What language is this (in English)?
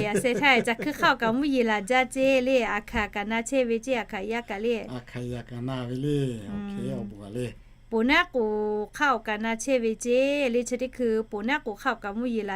Lahu